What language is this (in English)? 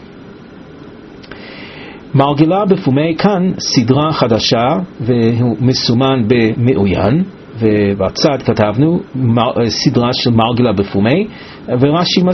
Hebrew